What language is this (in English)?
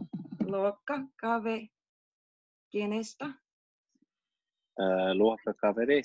Finnish